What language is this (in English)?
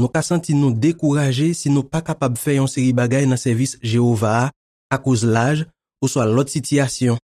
Haitian Creole